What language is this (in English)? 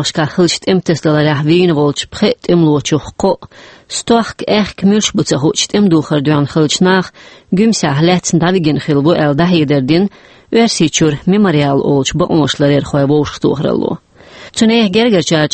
Chechen